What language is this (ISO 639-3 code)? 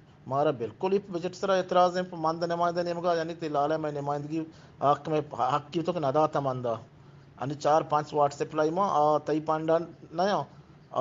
bgp